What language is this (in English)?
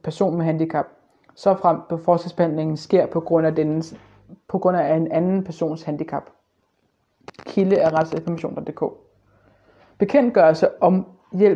Danish